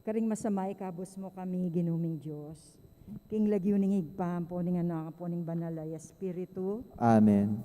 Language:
Pampanga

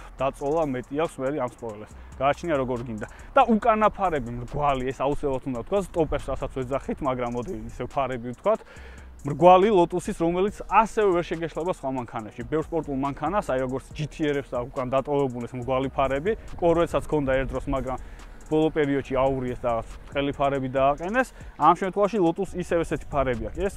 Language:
Georgian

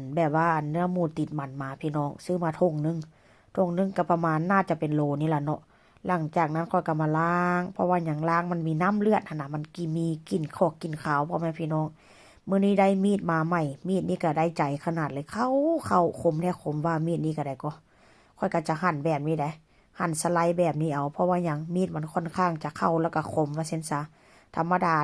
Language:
Northeastern Thai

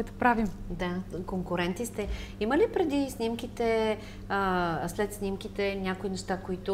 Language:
Bulgarian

